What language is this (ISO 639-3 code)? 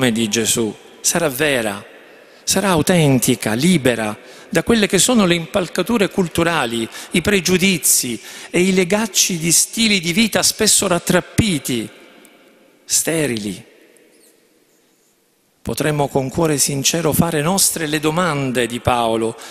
ita